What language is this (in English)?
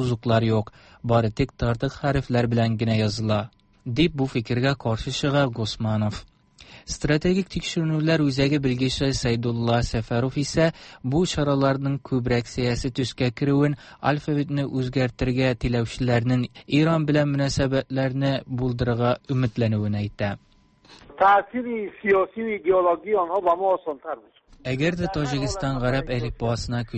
Tatar